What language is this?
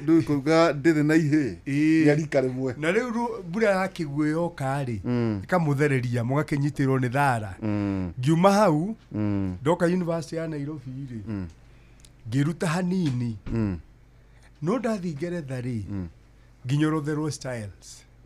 Kikuyu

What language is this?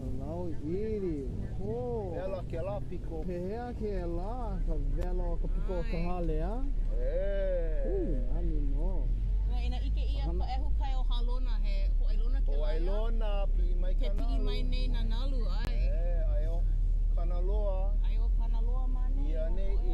Hawaiian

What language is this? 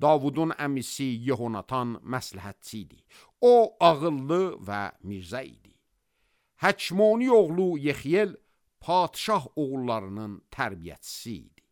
Azerbaijani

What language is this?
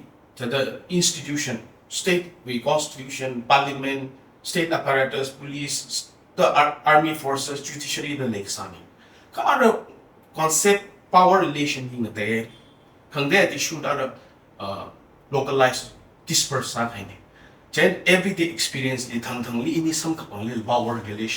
Tangkhul Naga (India)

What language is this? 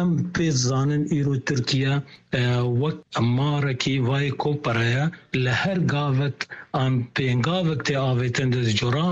Kurdish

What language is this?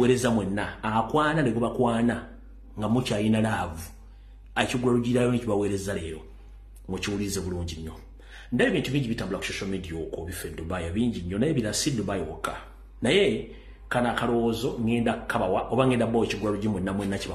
Ganda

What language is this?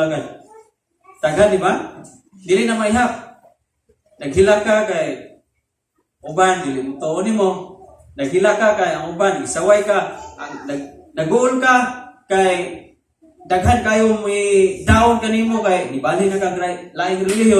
Cebuano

